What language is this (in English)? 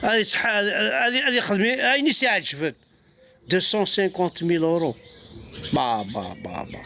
Kabyle